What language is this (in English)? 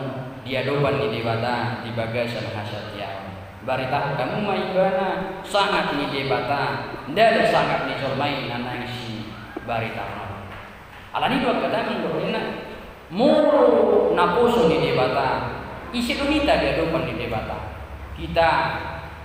Batak Toba